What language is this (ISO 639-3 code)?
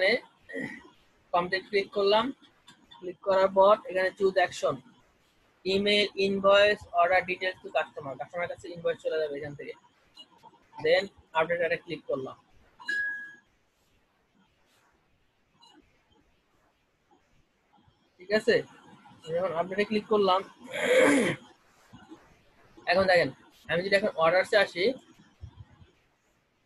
ben